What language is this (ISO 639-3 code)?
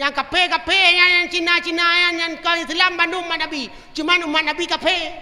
ace